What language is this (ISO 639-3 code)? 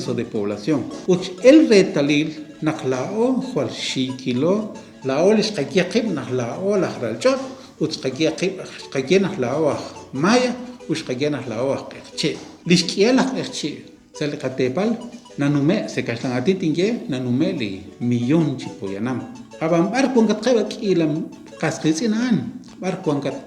kek